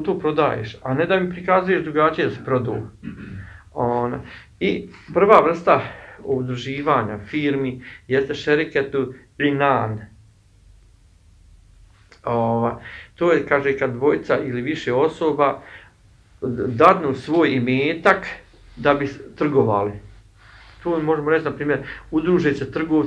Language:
Bosnian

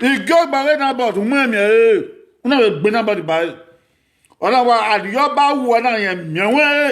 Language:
Bini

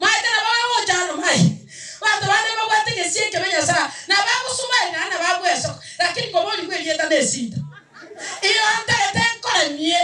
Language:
Gusii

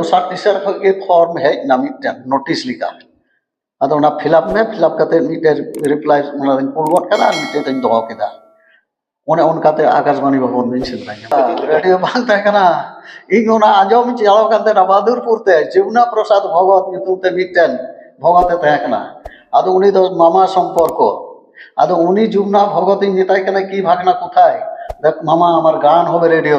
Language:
Santali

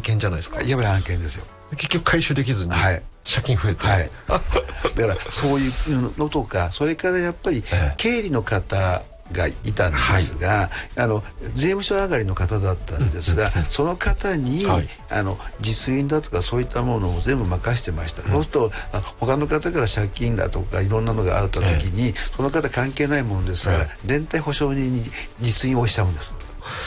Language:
Japanese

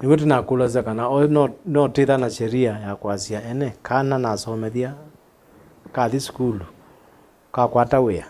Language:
Kamba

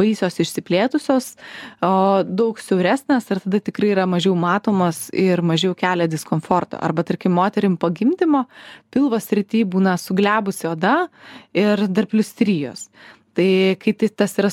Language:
Lithuanian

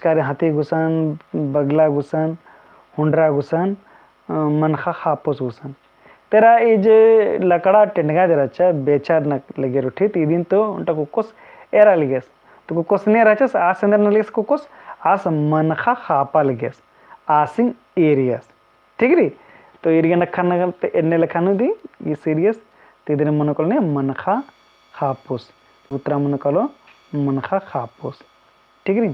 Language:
Kurukh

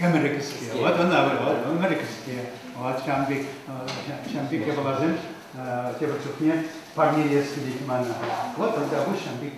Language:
Chuvash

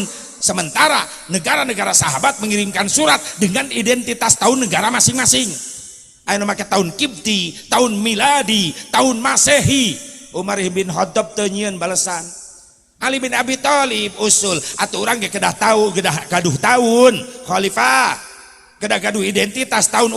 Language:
Sundanese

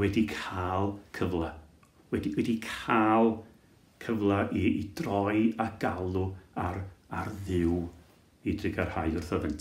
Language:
Welsh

